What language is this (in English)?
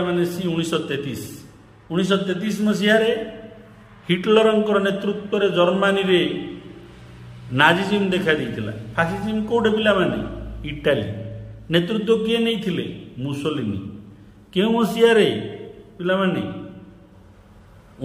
Odia